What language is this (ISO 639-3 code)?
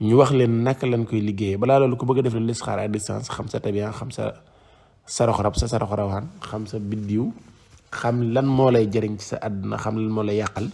wol